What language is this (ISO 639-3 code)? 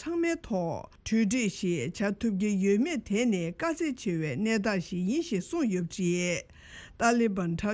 bod